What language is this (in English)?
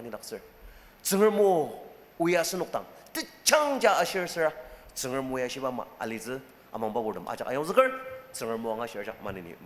Ao Naga